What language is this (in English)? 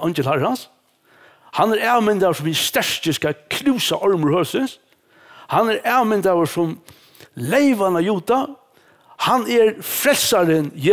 Faroese